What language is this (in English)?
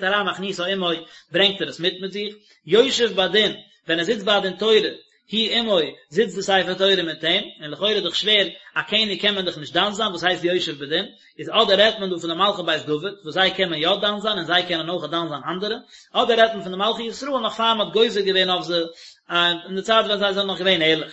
Yiddish